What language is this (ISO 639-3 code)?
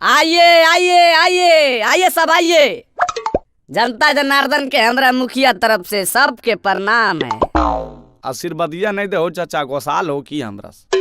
mag